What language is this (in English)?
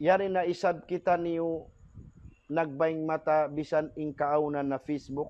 Tausug